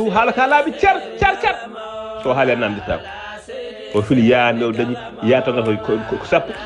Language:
Fula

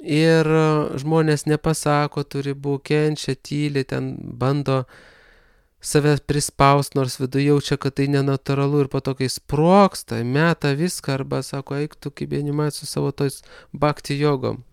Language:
Lithuanian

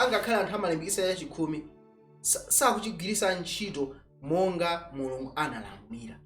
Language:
Nyanja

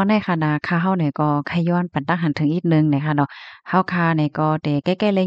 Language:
Shan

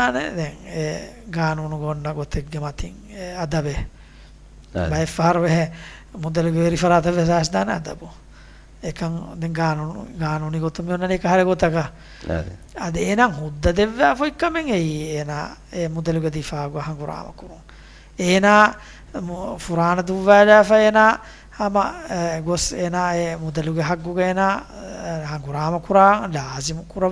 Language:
Divehi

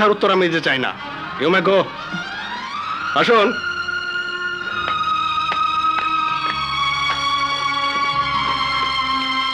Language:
Bangla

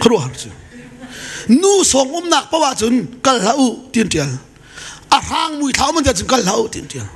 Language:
Hakha Chin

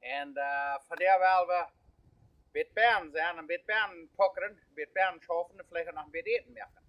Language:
Plautdietsch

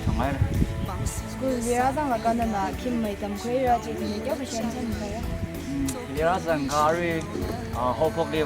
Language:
Tangkhul Naga (India)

